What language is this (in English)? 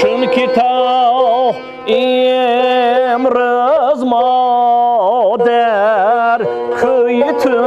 Tajik